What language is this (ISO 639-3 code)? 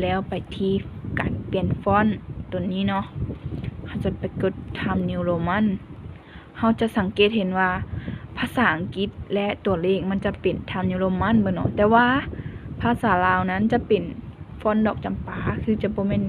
lao